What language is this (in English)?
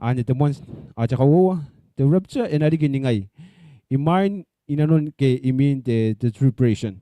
Gilbertese